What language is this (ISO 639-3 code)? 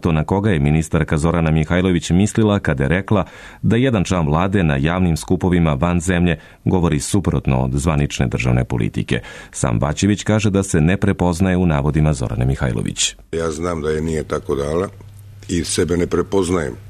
srp